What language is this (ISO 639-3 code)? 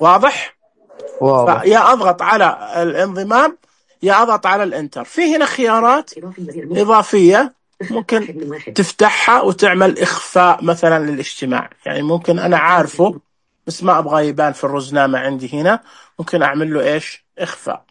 ars